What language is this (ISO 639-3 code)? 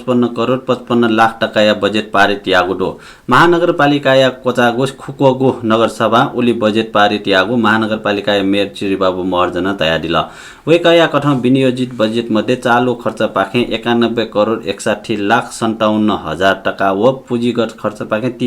new